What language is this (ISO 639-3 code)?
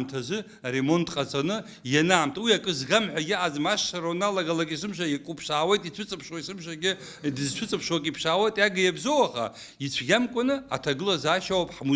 abk